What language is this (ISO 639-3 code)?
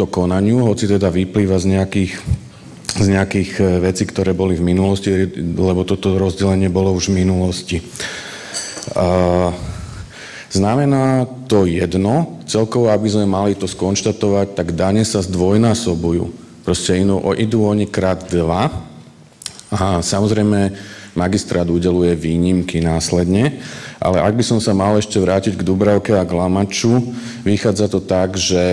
slk